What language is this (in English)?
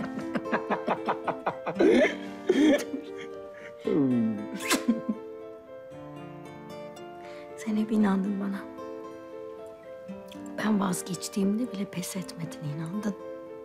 Turkish